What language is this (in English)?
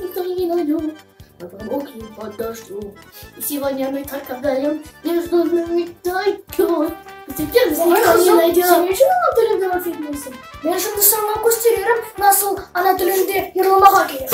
Crimean Tatar